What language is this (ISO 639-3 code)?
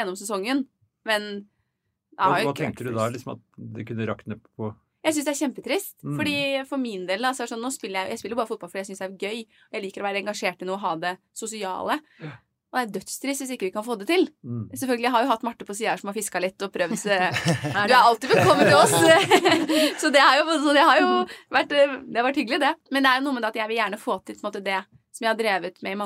nor